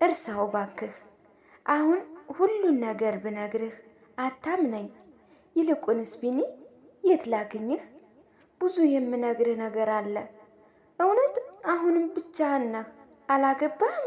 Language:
Amharic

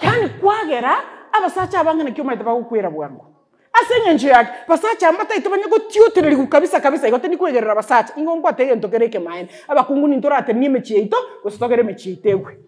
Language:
Gusii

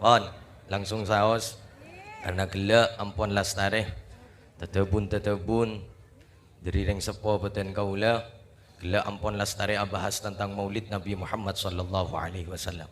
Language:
Madurese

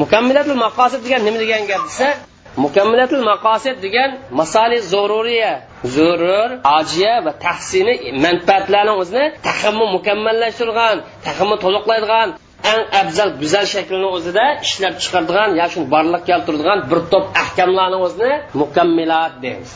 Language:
Uyghur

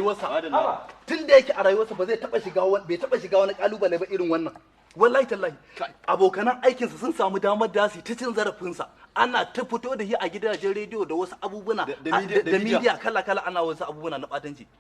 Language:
Hausa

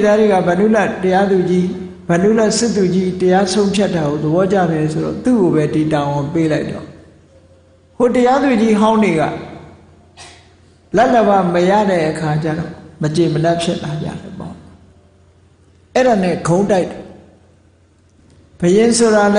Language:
Burmese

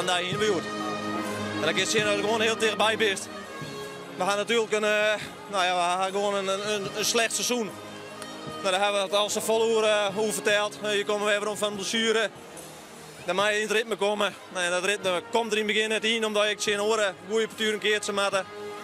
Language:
Western Frisian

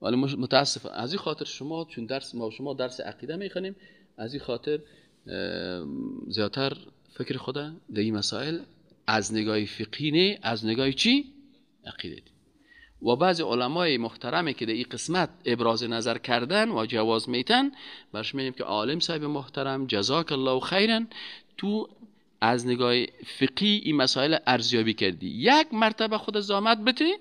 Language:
Persian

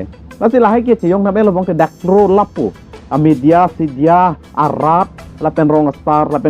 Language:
Karbi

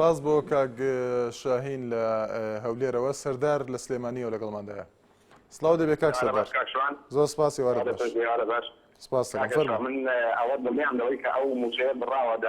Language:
Central Kurdish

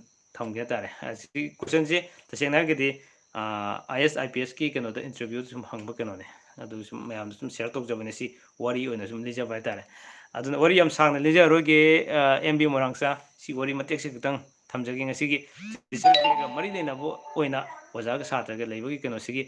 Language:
Manipuri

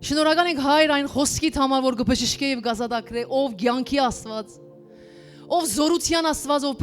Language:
Western Armenian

